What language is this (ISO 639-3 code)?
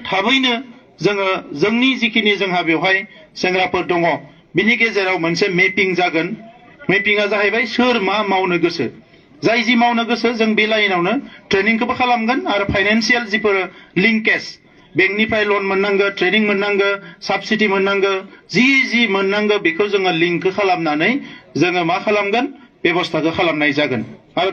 brx